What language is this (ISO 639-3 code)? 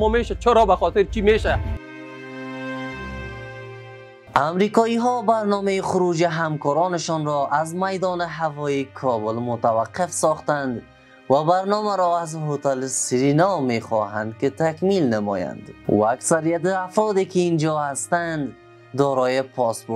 fas